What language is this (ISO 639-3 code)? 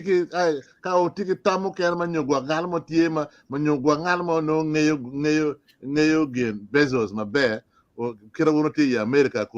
ach